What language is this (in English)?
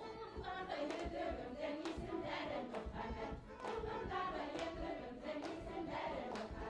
Bashkir